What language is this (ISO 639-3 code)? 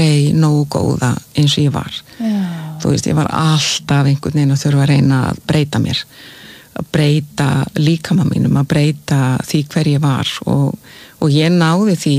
isl